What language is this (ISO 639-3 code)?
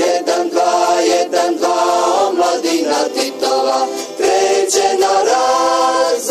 srp